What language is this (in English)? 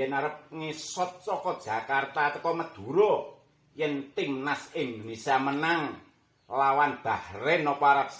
Javanese